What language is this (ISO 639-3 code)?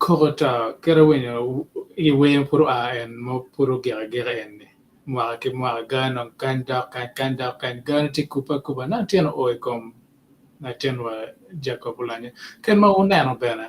ach